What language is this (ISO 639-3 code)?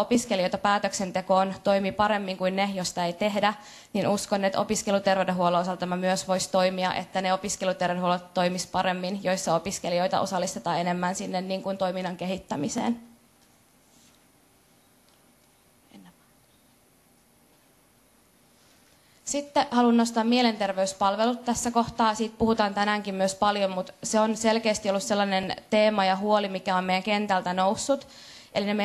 fin